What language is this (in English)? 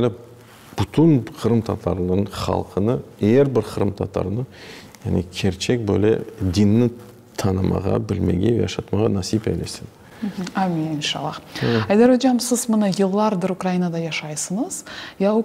Crimean Tatar